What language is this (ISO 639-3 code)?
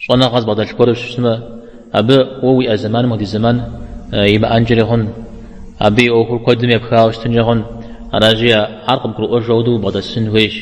kbd